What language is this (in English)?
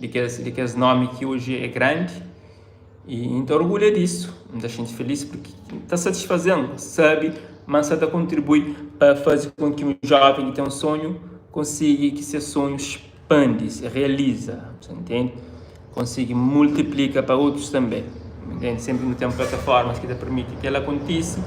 Kabuverdianu